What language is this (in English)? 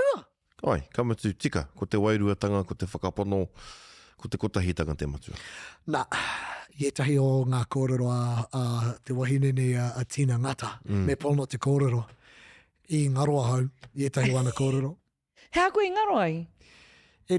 Māori